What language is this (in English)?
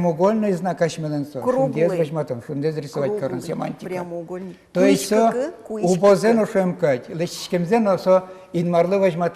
Udmurt